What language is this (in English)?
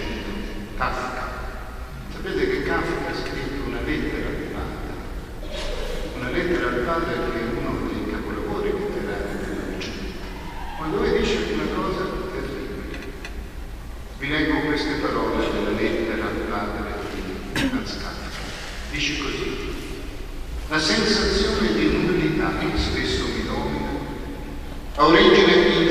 Italian